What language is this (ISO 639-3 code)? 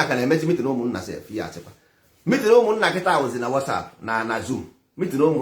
ibo